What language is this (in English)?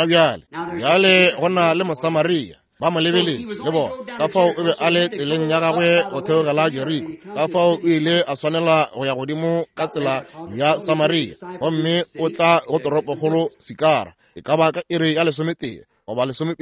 Northern Sotho